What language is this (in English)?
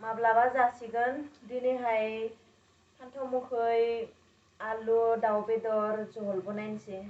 Bodo